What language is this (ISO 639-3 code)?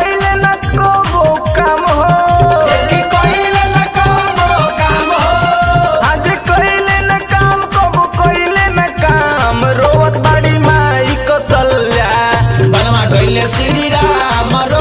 bho